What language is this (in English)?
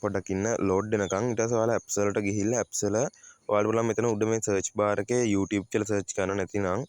Sinhala